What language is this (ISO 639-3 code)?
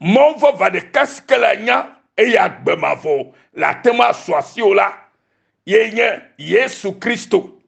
ewe